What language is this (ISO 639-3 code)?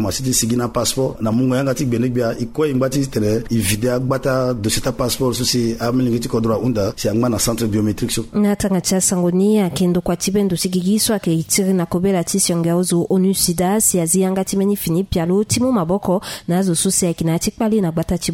sag